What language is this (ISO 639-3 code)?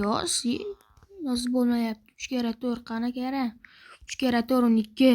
uzb